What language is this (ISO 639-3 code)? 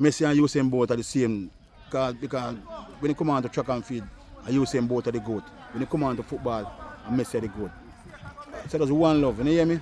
jam